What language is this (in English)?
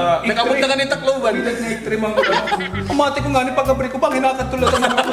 Waray